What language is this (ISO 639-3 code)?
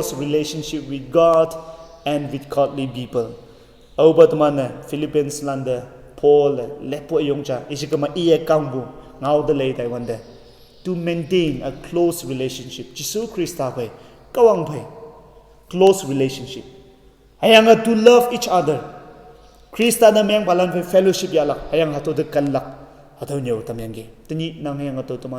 nbe